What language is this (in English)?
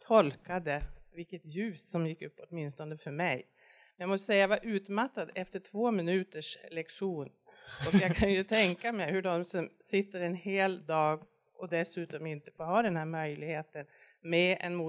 Swedish